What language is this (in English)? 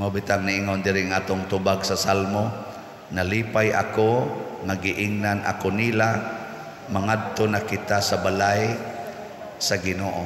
Cebuano